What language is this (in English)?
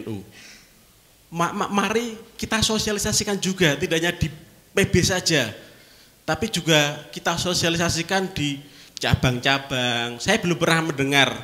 Indonesian